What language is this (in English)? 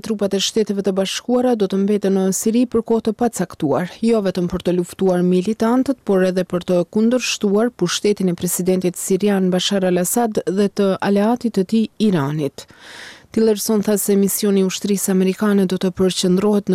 Albanian